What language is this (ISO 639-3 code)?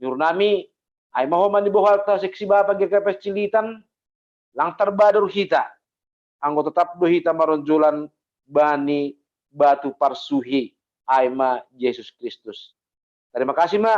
bts